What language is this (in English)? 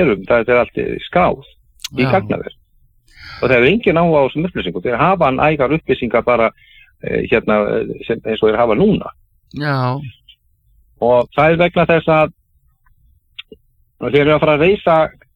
Icelandic